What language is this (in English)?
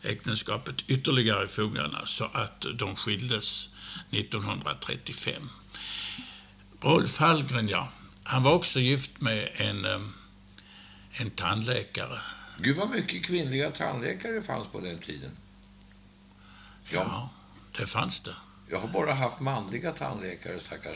Swedish